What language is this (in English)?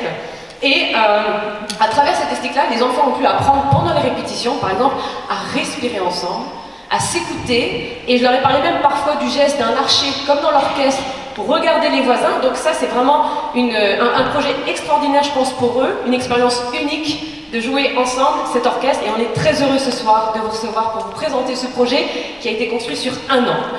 French